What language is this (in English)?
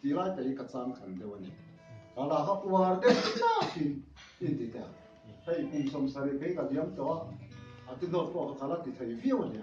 Mizo